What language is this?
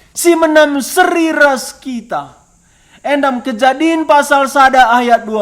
Batak Karo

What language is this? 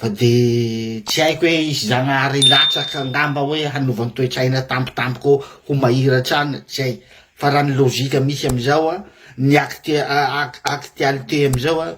Malagasy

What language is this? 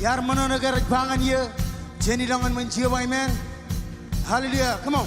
Marshallese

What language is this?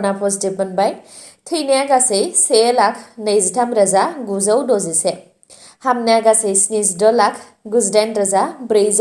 Bodo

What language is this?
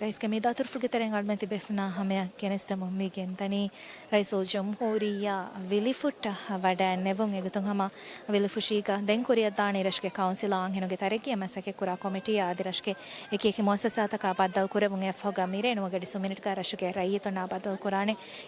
Divehi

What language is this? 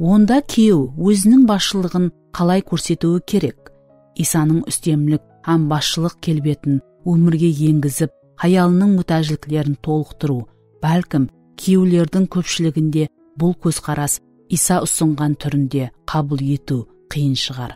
Kara-Kalpak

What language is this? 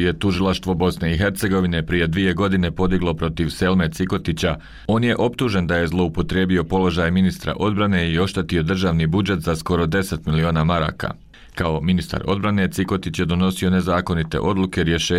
Bosnian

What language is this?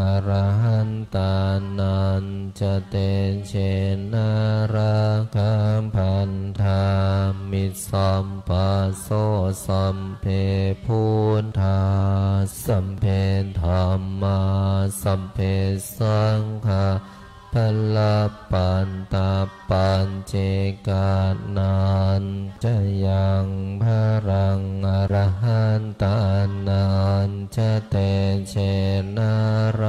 Pali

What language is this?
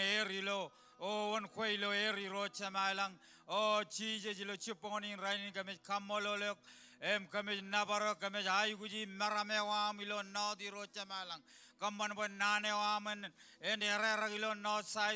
Marshallese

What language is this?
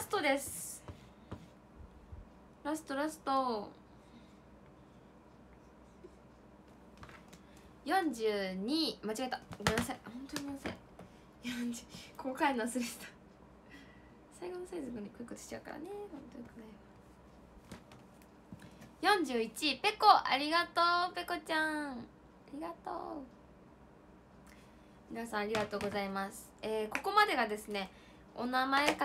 Japanese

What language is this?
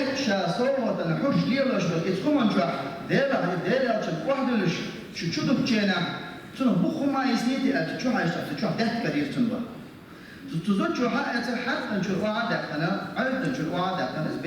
Chechen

